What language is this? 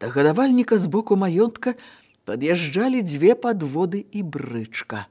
Belarusian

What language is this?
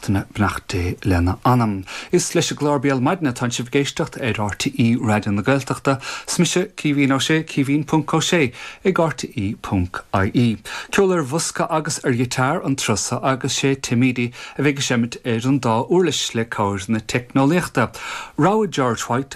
Irish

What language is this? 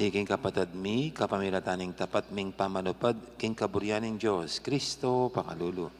Pampanga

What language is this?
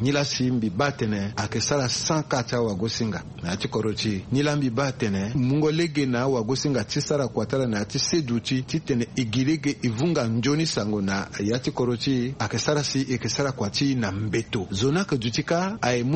Sango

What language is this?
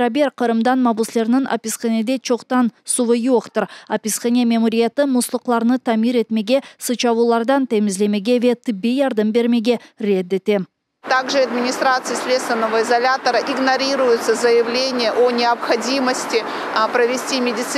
Crimean Tatar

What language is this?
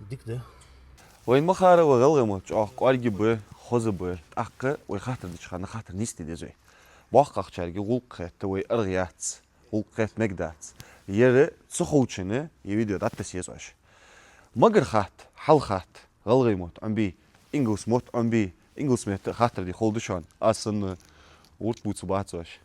Ingush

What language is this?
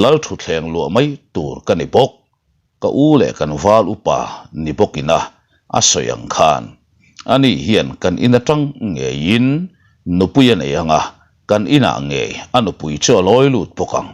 Mizo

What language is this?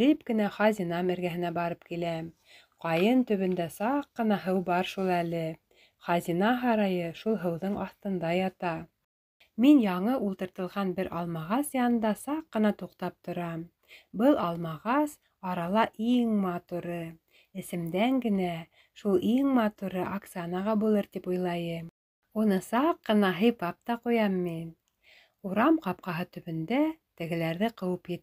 Bashkir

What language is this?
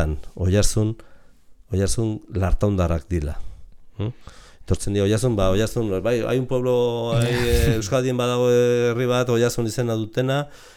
Basque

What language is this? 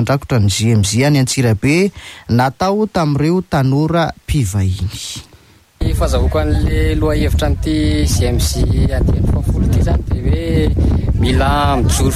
Malagasy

